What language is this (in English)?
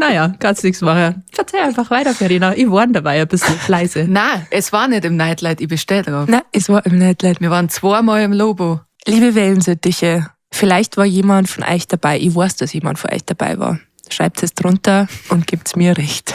Bavarian